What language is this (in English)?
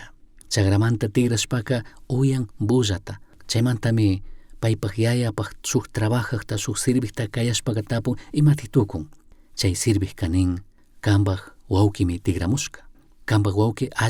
Chimborazo Highland Quichua